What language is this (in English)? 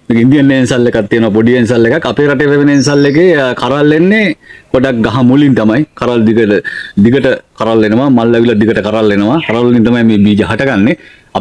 Sinhala